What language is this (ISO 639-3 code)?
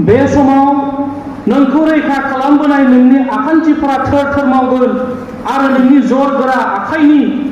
brx